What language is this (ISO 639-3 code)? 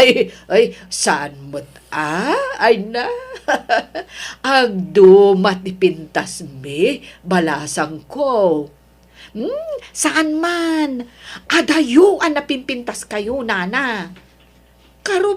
ilo